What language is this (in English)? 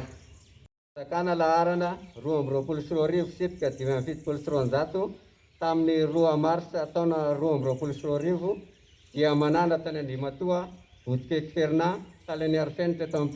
Malagasy